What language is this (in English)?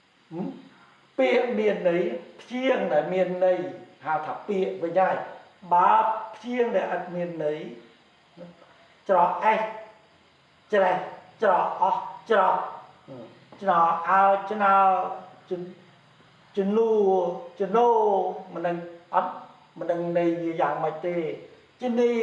Khmer